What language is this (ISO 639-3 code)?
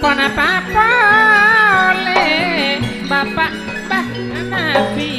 mad